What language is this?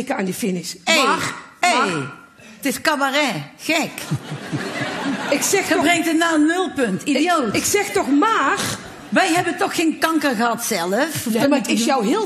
Dutch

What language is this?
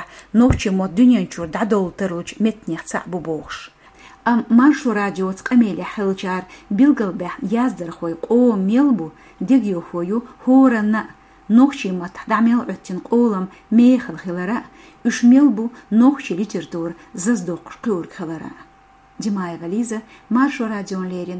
Chechen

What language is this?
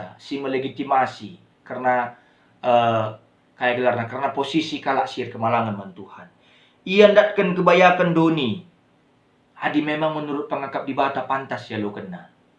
Batak Karo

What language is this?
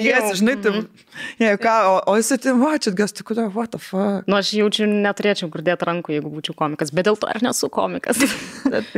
Lithuanian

